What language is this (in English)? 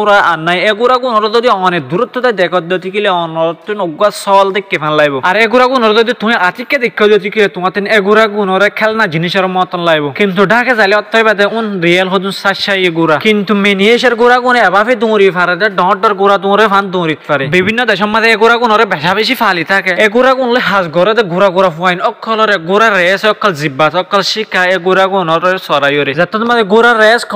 Rohingya